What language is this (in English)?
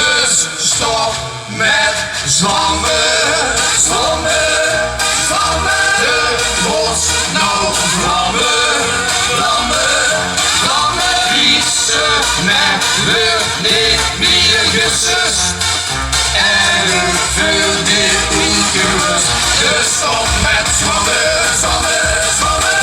Limburgish